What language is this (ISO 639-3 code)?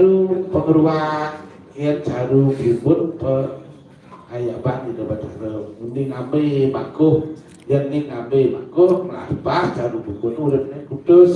ban